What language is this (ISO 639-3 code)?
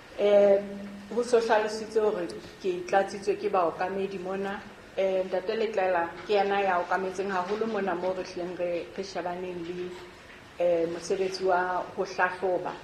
sot